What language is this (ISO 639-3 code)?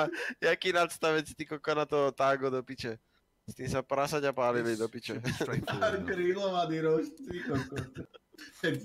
slk